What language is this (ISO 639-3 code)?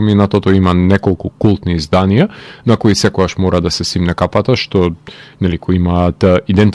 mkd